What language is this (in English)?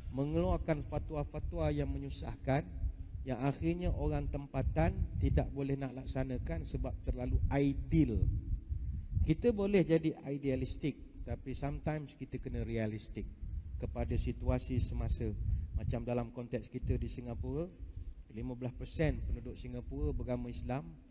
Malay